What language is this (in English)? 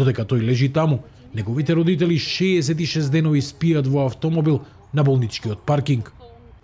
Macedonian